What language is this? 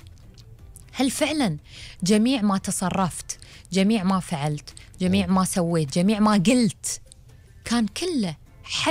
Gulf Arabic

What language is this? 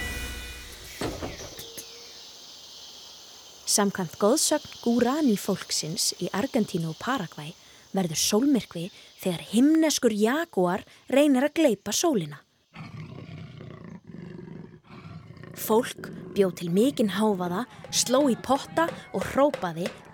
Icelandic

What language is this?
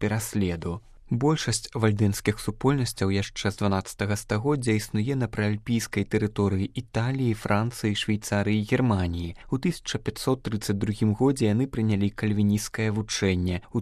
Belarusian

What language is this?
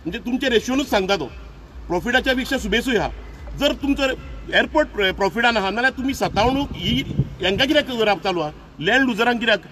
Konkani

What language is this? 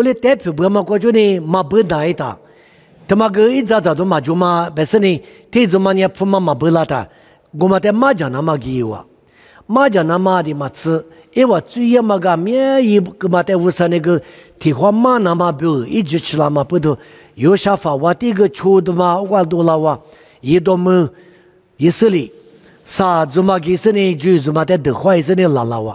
Lisu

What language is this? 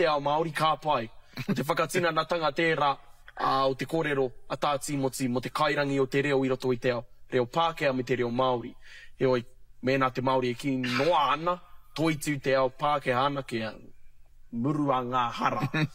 Māori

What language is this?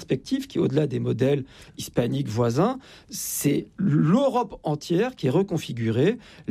French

